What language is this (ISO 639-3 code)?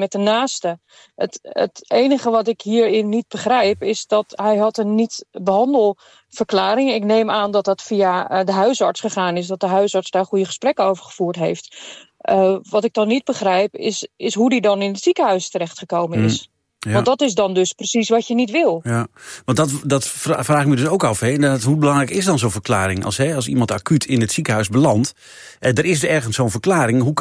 nld